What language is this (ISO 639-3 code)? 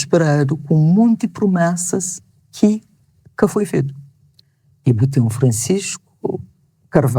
kea